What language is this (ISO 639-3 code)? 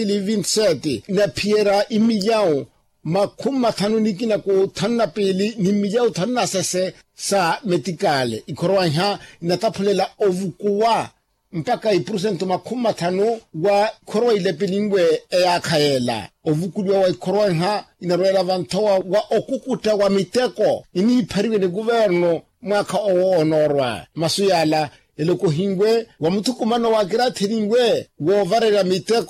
vmw